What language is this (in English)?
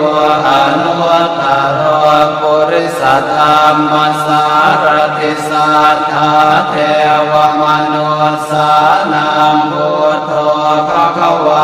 Pali